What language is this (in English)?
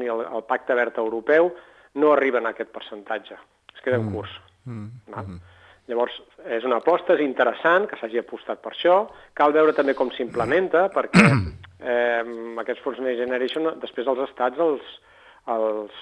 Catalan